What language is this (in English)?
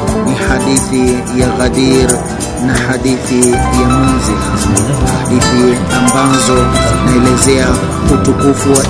Swahili